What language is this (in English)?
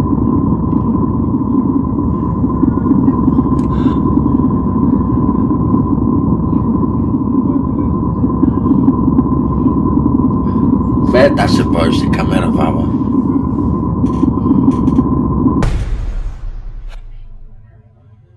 Polish